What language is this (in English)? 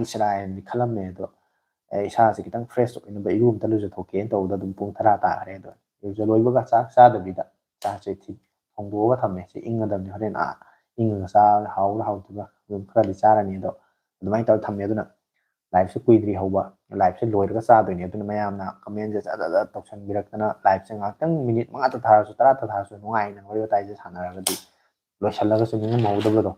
Manipuri